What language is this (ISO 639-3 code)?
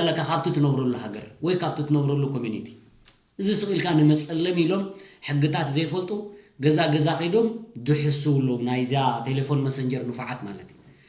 tir